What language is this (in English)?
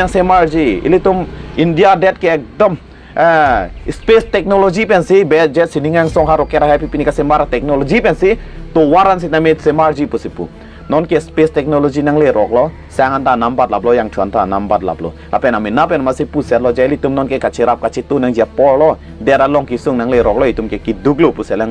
Karbi